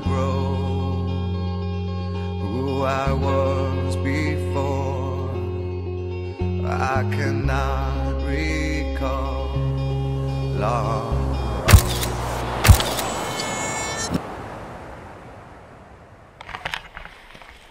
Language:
Finnish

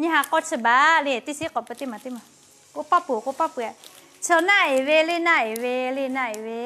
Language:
Lahu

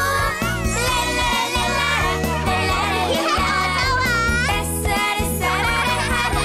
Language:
Korean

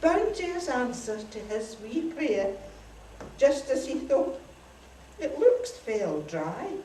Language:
Scots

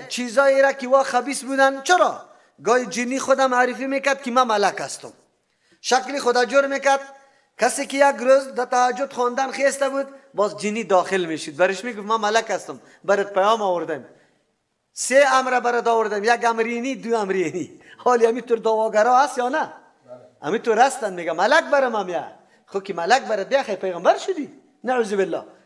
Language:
Persian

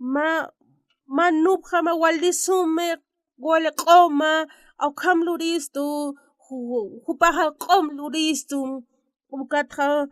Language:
Aymara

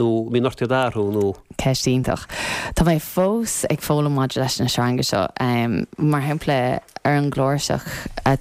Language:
Irish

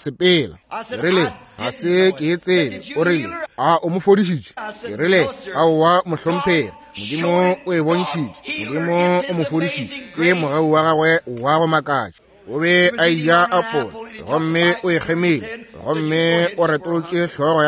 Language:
Northern Sotho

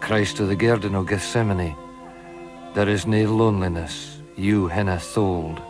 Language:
Scots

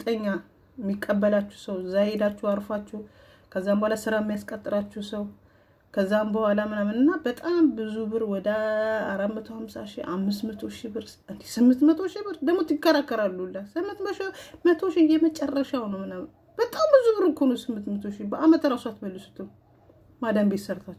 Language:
Amharic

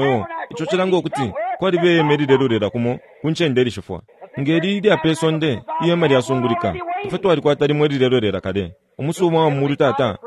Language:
Bemba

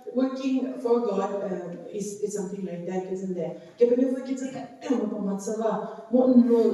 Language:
Angami Naga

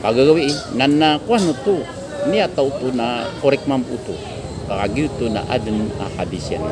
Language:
Maranao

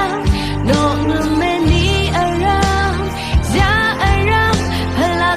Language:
Rawang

